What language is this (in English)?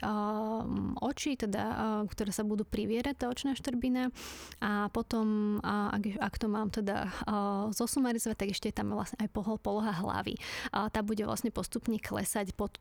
Slovak